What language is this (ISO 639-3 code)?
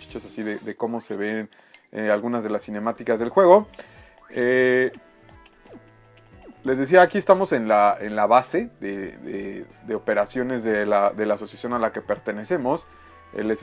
spa